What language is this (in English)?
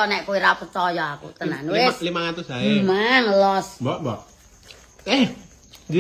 Javanese